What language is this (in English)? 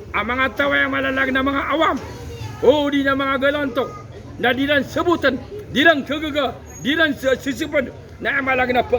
Maranao